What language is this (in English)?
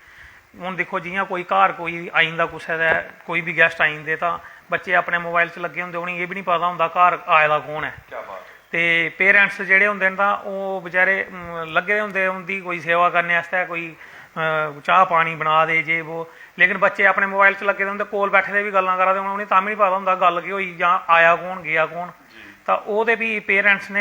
Dogri